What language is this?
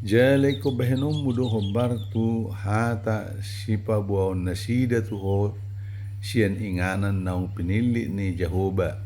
Batak Toba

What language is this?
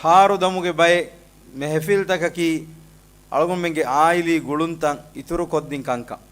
Divehi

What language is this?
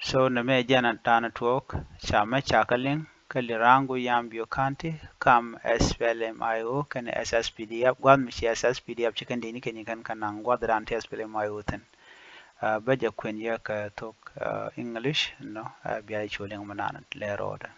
Nuer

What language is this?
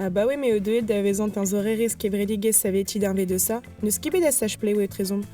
Breton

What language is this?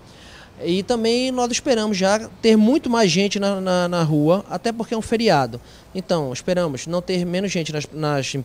Portuguese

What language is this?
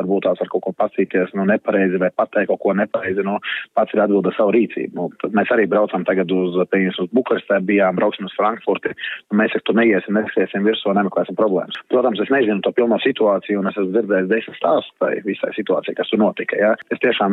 Latvian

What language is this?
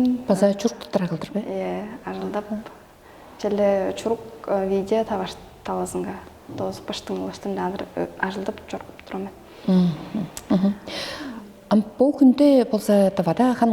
Tuvinian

